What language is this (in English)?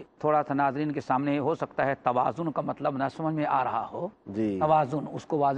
Urdu